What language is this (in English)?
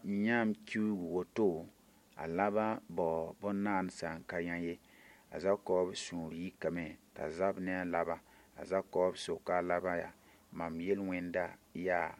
Mossi